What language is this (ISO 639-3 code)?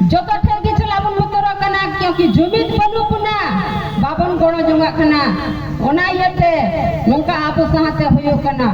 sat